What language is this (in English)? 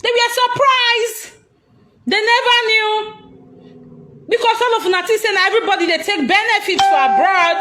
Nigerian Pidgin